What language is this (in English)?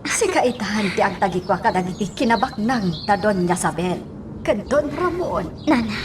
Iloko